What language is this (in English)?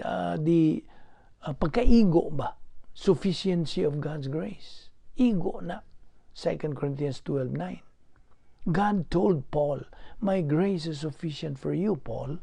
Cebuano